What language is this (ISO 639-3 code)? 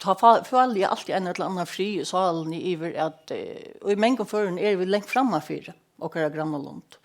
fao